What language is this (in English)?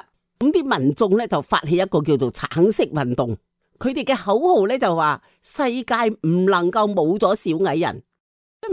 Cantonese